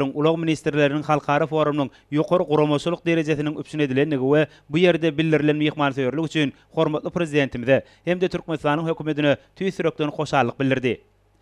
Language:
Turkmen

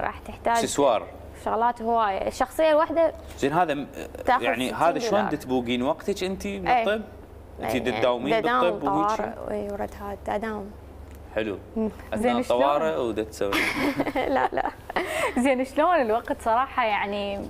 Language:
Mesopotamian Arabic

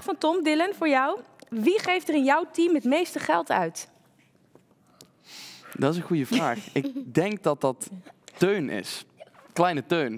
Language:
Dutch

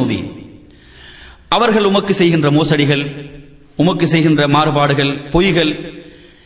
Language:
Tamil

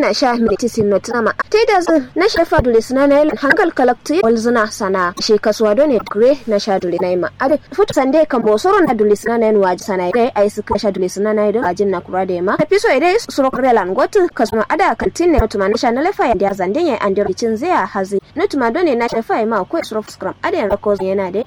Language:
Kanuri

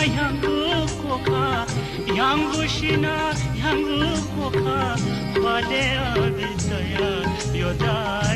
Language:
Newari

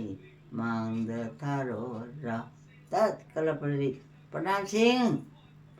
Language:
Manipuri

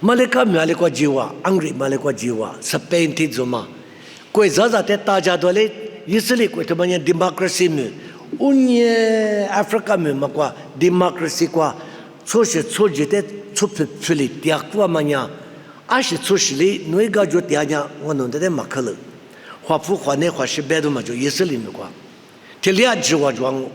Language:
Lisu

